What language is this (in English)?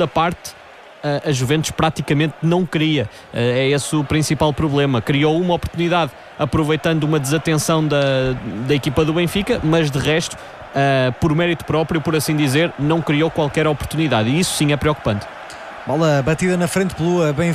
Portuguese